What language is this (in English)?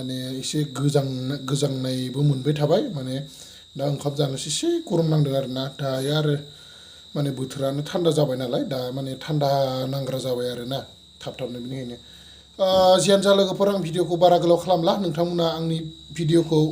Bodo